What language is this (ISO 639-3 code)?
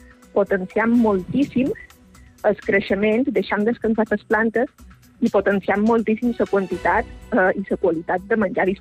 cat